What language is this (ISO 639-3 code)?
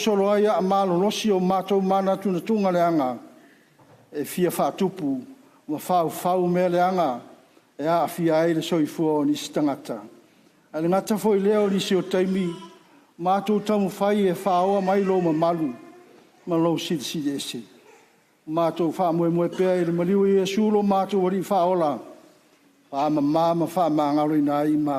smo